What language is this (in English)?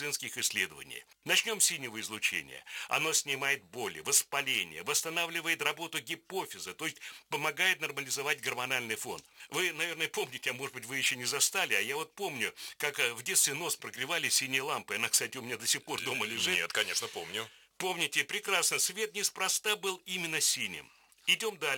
Russian